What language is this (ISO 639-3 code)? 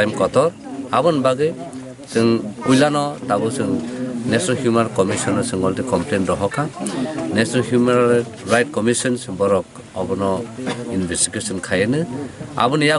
trp